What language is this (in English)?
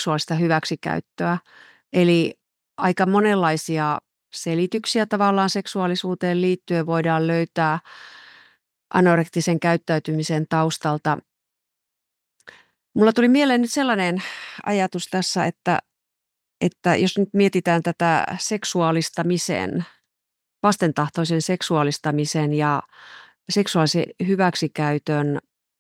Finnish